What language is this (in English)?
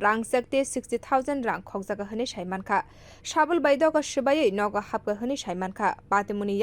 Kok Borok